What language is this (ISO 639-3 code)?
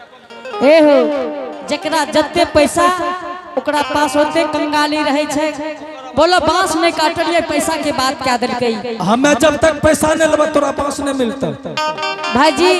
anp